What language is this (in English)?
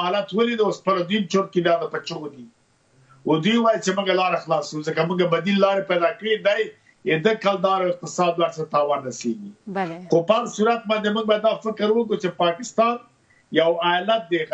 Pashto